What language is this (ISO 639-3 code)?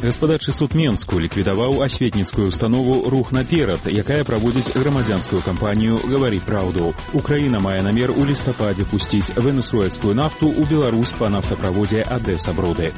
bel